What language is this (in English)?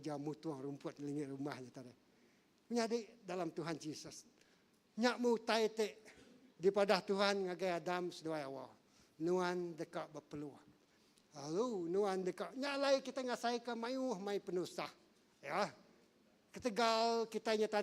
Iban